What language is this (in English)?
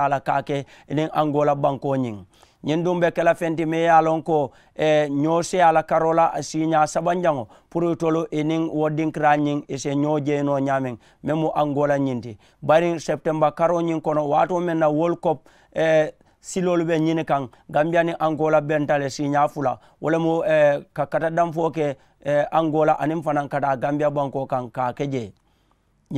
Mandingo